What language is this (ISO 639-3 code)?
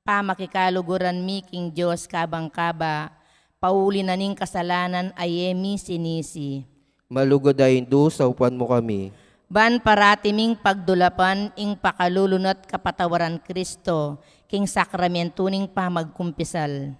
pam